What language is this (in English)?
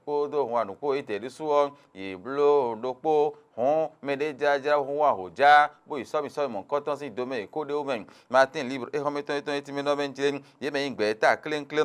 Fon